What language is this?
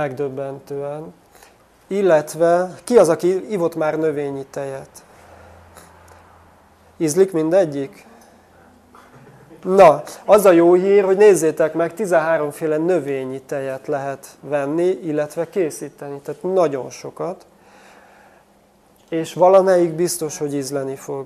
Hungarian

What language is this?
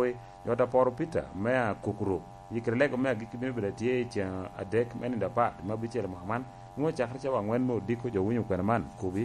Lango (Uganda)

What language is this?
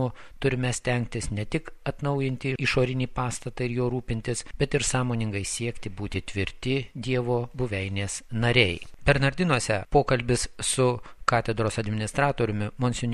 Lithuanian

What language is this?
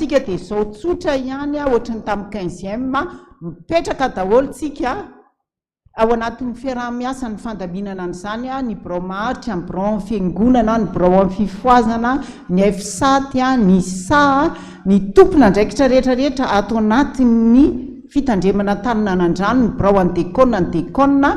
Malagasy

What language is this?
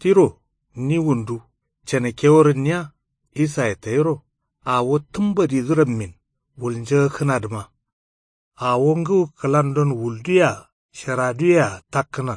Kanuri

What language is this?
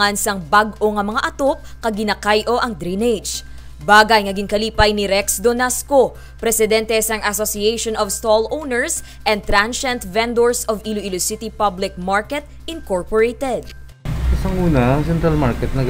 Hiligaynon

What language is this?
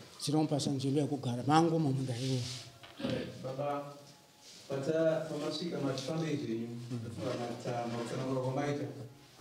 Shona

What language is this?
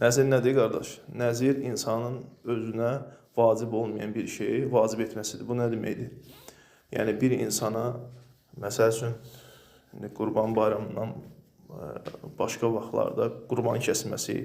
Azerbaijani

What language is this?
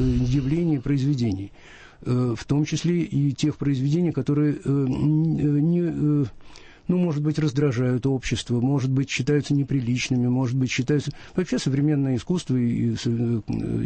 Russian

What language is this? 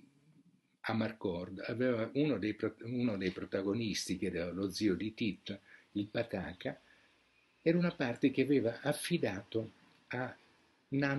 Italian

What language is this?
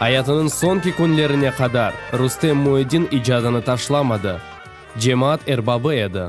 Crimean Tatar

